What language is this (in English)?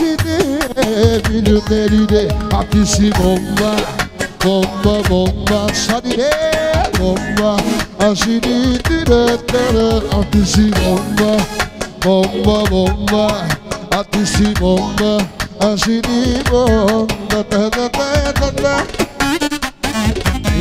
Bulgarian